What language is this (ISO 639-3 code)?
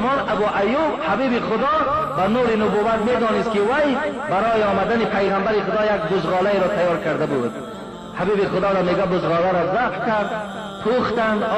tgk